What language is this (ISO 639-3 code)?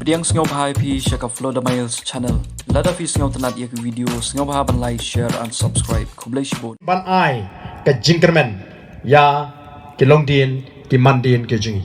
kha